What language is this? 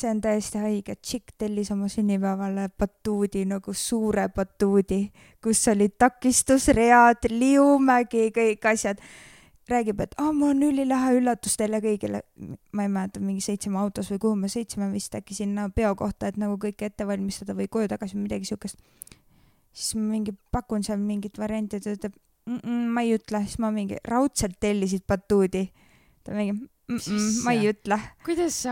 Estonian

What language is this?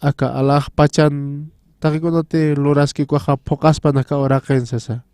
Aymara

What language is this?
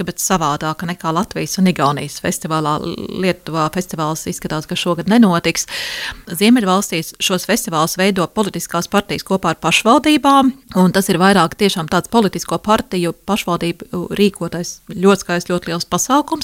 Latvian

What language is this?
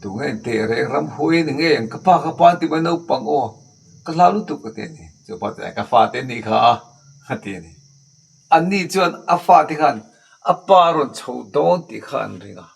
Mizo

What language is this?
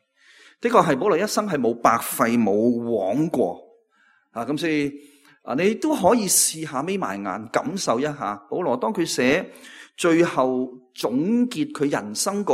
Cantonese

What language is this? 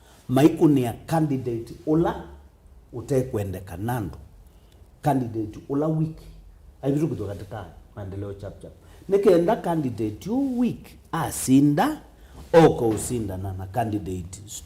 Kamba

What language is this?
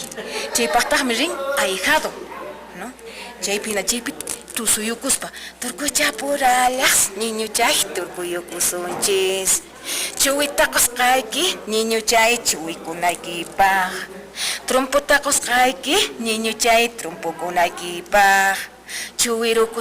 Quechua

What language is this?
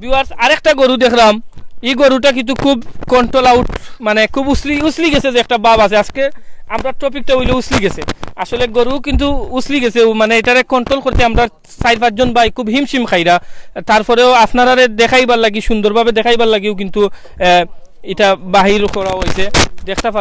Sylheti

